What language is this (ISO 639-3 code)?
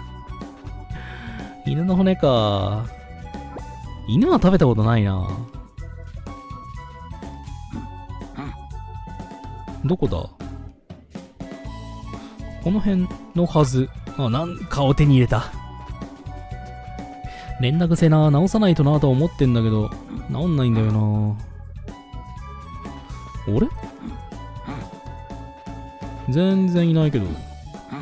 jpn